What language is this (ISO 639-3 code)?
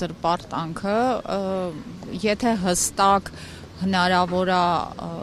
hye